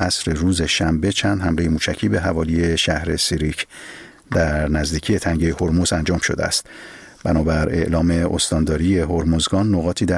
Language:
Persian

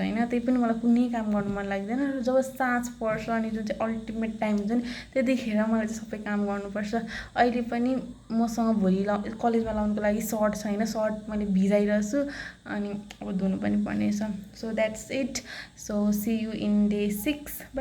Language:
Nepali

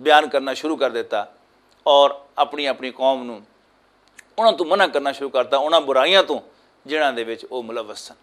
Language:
Western Panjabi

